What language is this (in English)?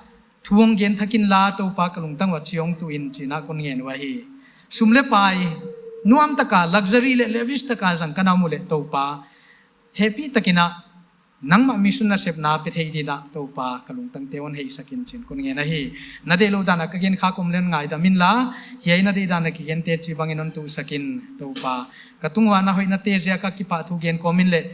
Paite Chin